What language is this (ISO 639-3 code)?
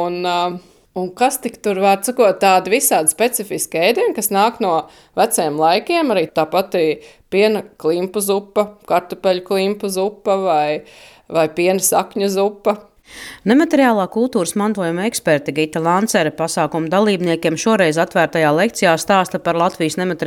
lav